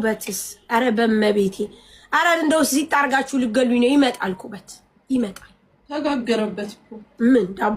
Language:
Amharic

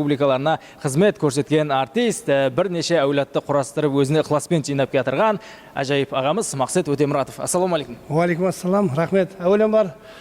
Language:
Kara-Kalpak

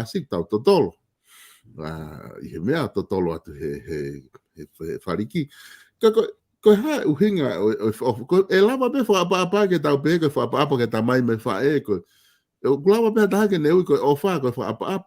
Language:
Tongan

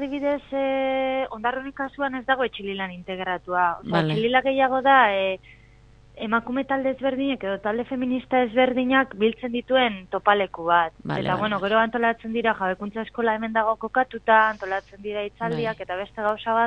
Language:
Basque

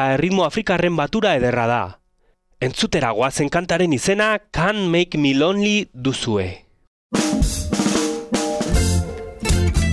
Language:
Basque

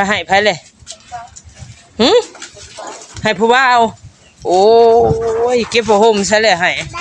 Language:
Northeastern Thai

